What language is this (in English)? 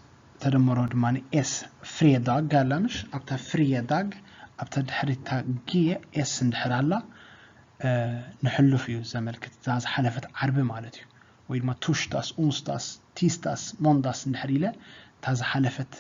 Tigrinya